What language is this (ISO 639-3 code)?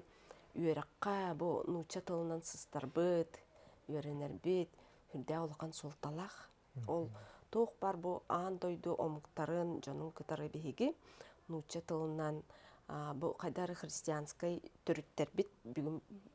sah